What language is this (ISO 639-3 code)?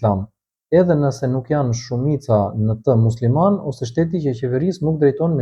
sqi